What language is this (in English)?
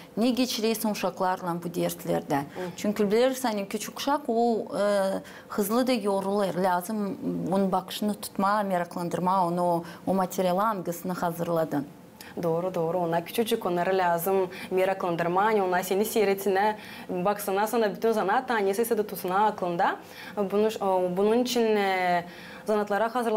Gagauz